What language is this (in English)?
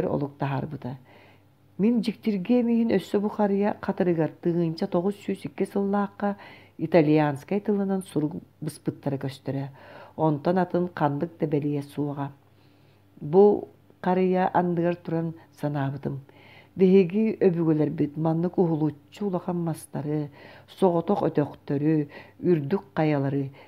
Yakut